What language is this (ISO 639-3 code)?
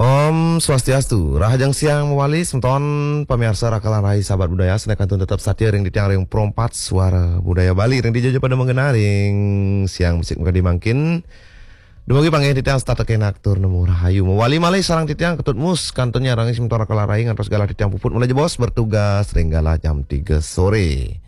ban